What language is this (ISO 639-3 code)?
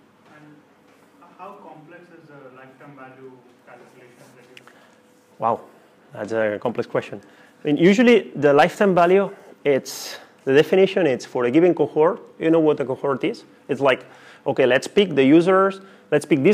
eng